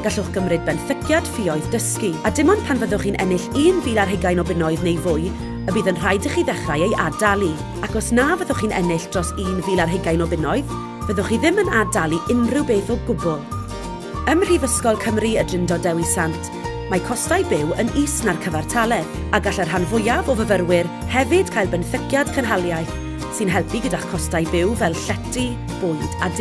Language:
Welsh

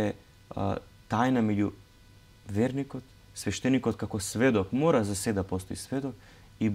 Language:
Macedonian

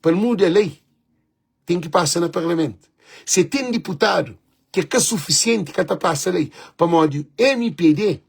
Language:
Kabuverdianu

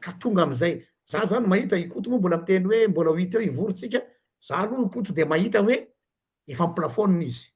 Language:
Malagasy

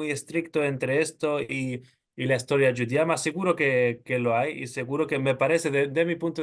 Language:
Ladino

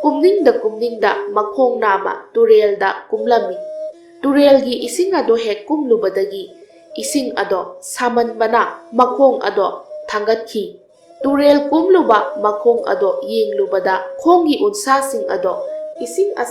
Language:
Manipuri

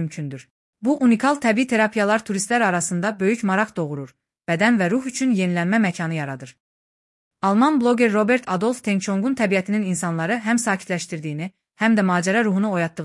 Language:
Azerbaijani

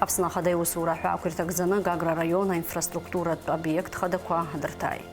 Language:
Abkhazian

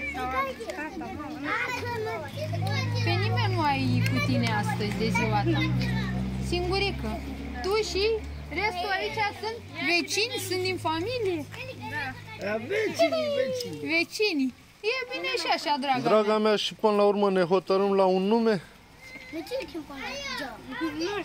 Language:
Romanian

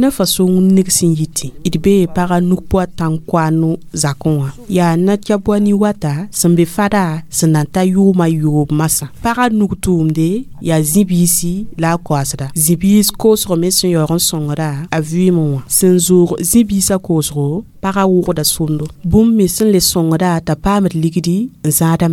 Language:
Mossi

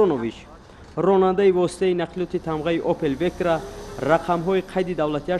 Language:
Tajik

